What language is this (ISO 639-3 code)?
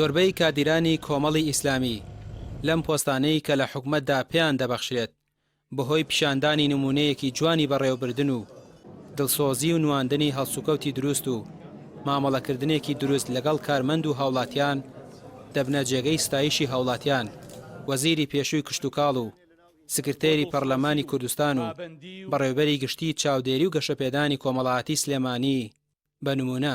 ckb